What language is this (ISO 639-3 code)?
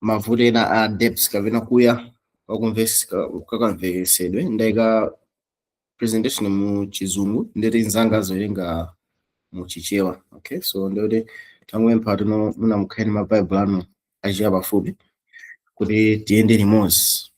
nya